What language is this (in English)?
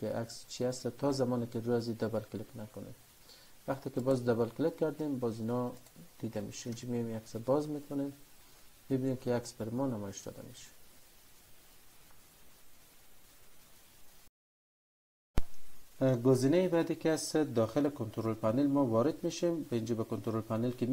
Persian